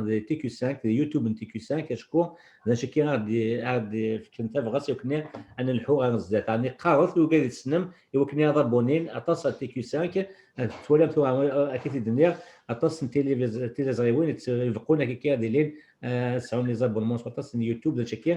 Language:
Kabyle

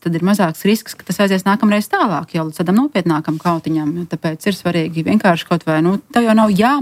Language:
Latvian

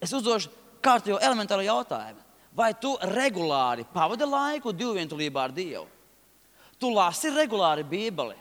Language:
Latvian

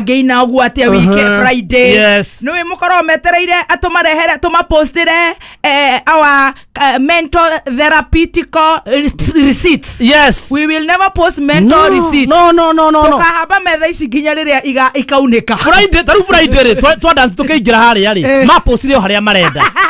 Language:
Kikuyu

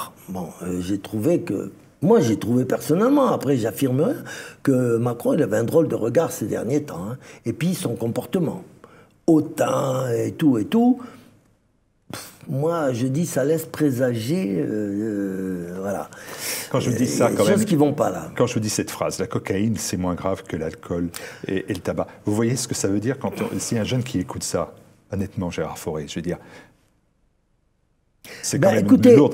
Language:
French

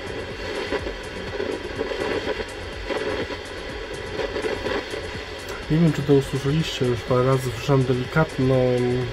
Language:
Polish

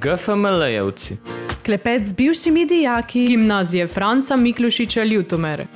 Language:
Slovenian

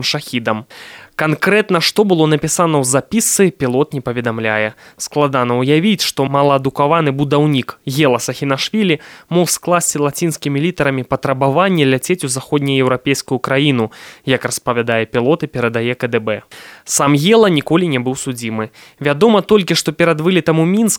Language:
Belarusian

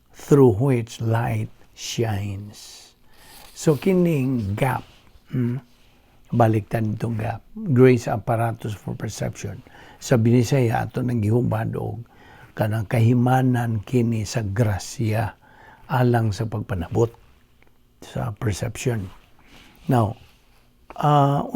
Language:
Cebuano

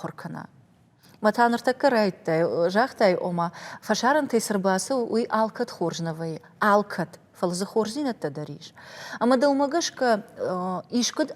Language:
Ossetic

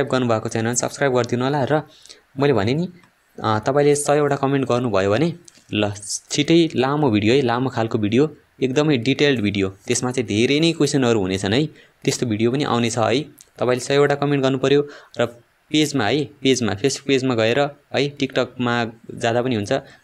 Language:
Nepali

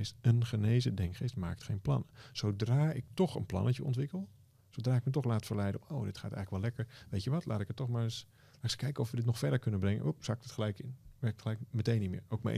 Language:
Dutch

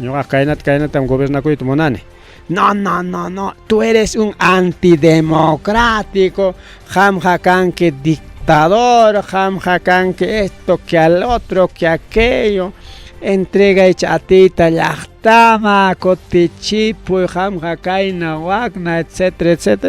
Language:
Ayacucho Quechua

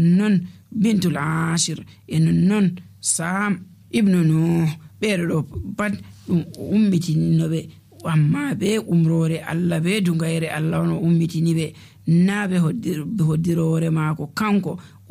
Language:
Nigerian Fulfulde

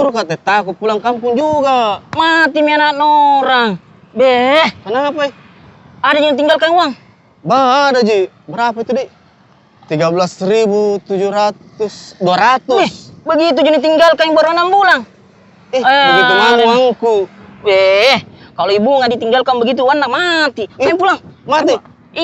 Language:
Makassar Malay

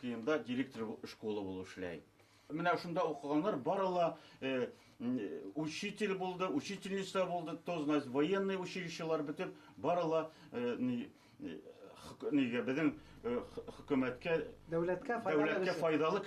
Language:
Bashkir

